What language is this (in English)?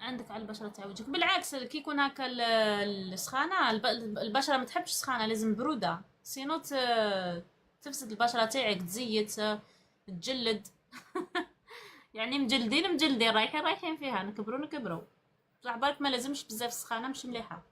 Algerian Arabic